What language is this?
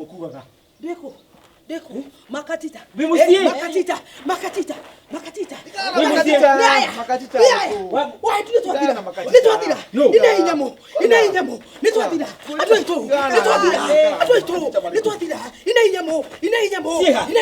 Kikuyu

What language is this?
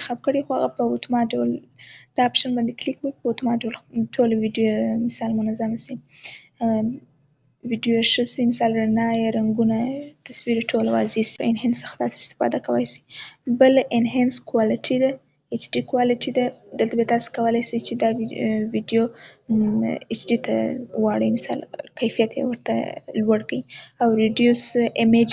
Pashto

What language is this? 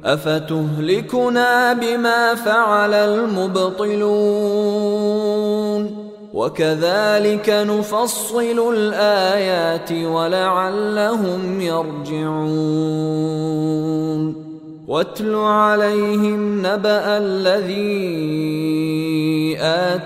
Arabic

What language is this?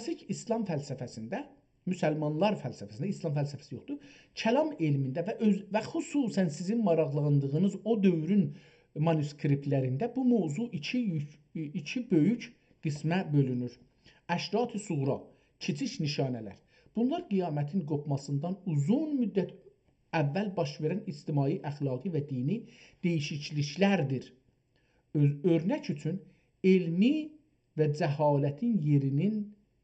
South Azerbaijani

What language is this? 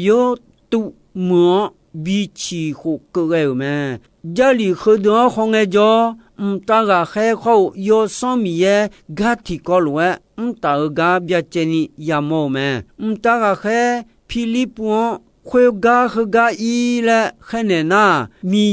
Akha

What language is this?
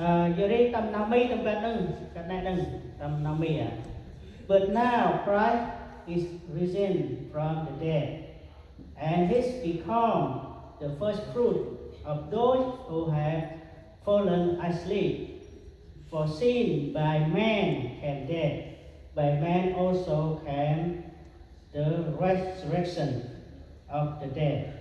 Central Mnong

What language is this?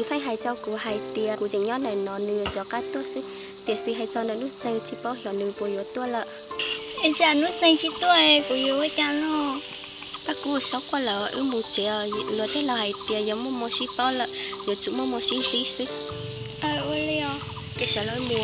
Hmong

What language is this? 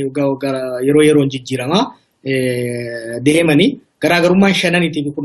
Oromo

